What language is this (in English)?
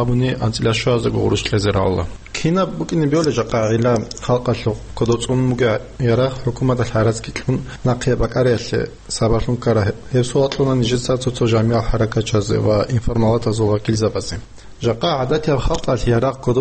Avaric